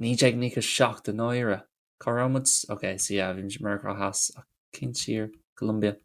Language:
Irish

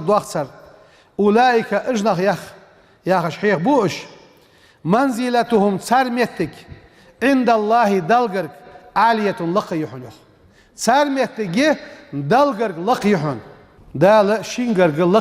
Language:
Ingush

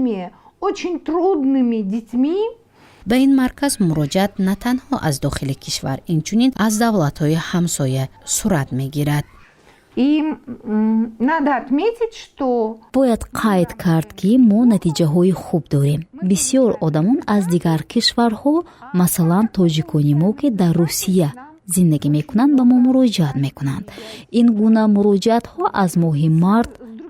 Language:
Tajik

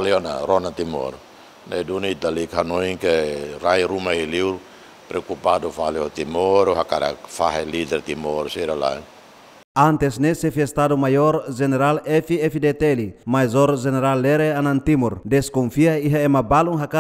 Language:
Tetum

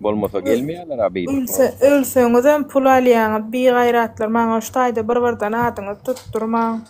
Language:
Turkmen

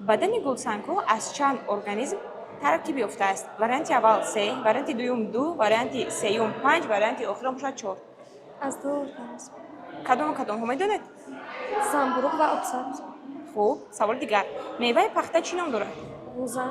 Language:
Tajik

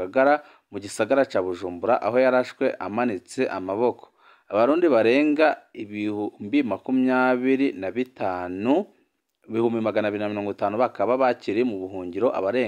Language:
Rundi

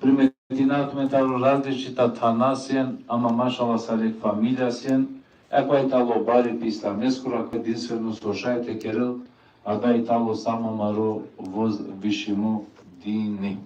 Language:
Balkan Romani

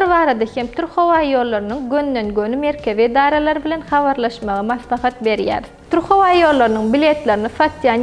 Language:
Turkmen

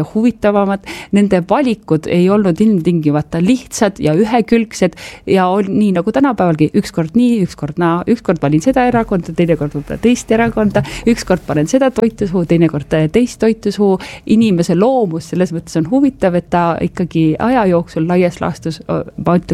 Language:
Estonian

